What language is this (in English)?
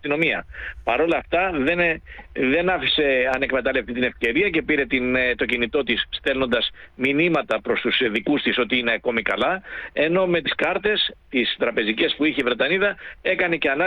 Greek